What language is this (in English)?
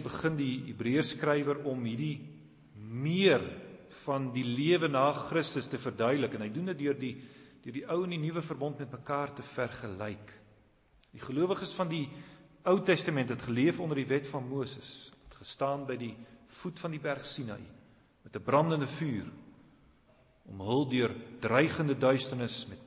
Afrikaans